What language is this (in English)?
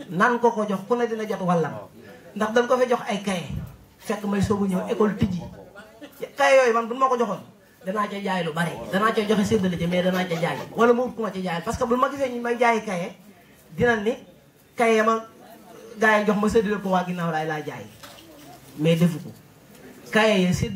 Wolof